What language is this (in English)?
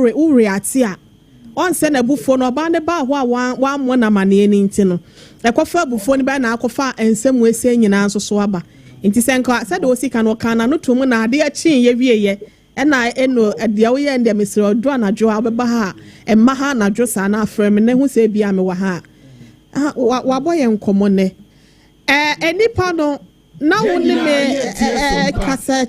Akan